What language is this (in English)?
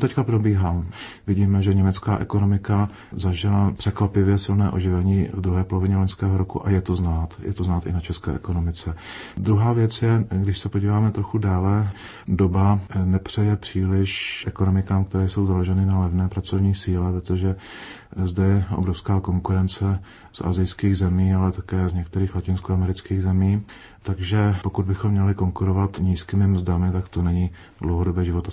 Czech